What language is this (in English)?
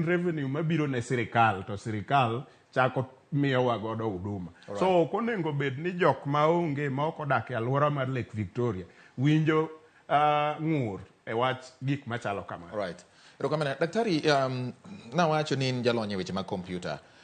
Luo (Kenya and Tanzania)